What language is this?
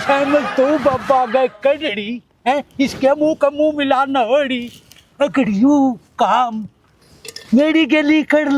Haryanvi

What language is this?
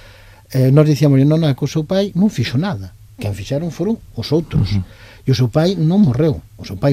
Galician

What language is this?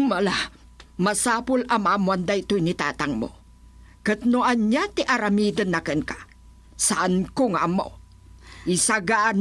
Iloko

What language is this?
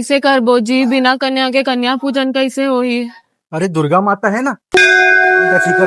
Chhattisgarhi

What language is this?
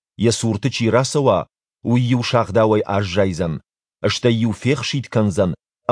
Ossetic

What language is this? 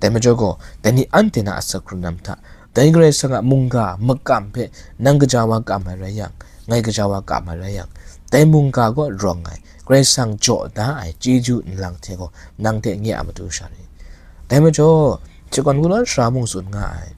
Kachin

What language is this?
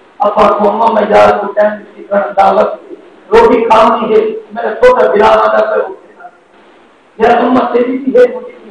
Saraiki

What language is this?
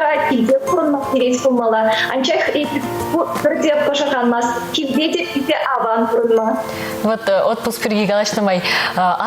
Chuvash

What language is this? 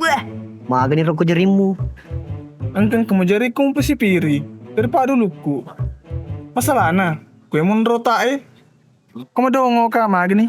Buginese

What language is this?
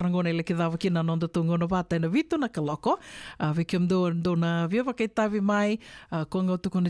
Fijian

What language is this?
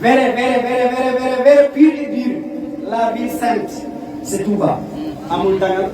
Wolof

